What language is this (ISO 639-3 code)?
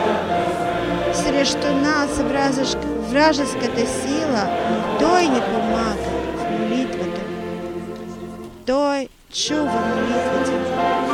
bul